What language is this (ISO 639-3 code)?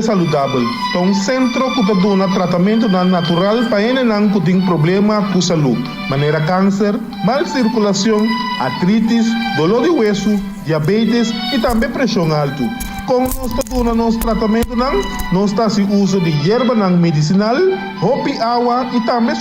pap